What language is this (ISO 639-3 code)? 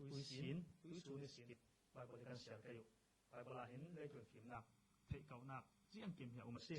cfm